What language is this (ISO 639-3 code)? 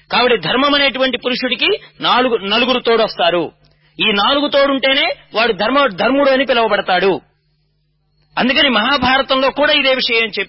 tel